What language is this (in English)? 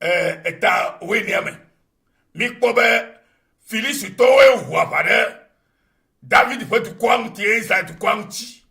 Ewe